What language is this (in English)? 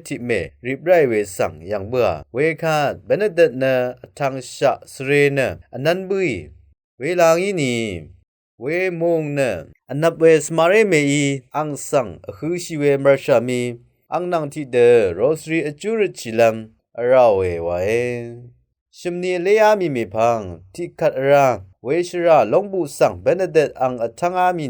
Rawang